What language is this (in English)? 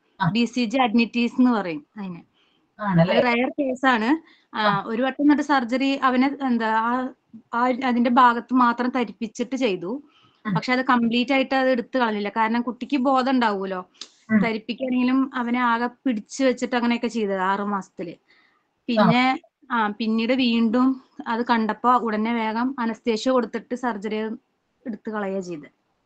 Malayalam